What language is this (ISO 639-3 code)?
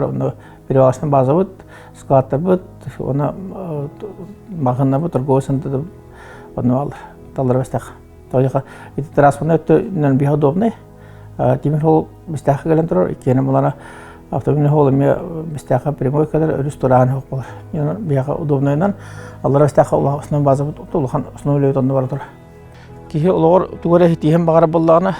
sah